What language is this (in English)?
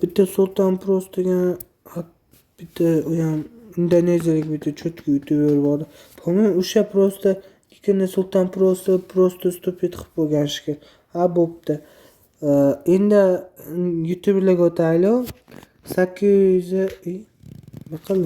Uzbek